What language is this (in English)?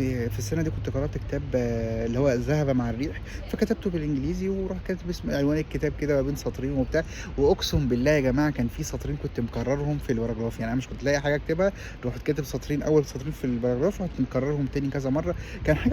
Egyptian Arabic